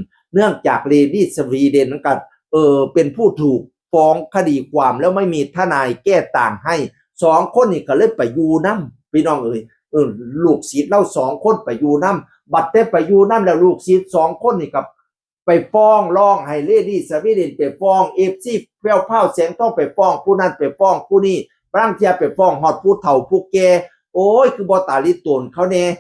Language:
Northeastern Thai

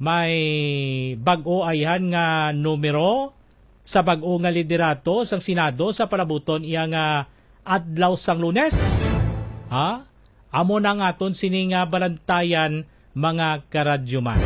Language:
Hiligaynon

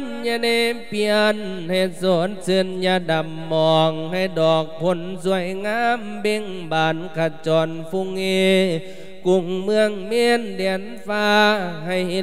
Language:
Lao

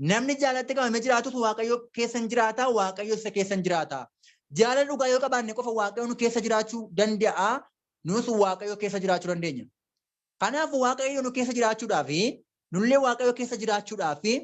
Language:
Oromo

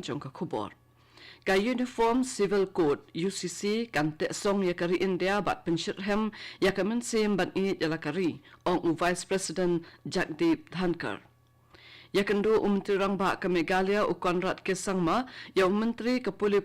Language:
Khasi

